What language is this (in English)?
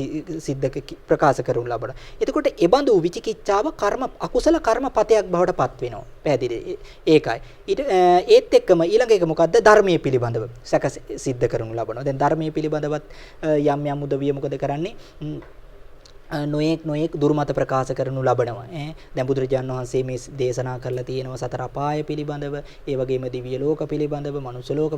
Sinhala